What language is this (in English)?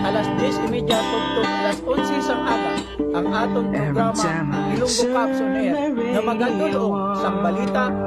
Hiligaynon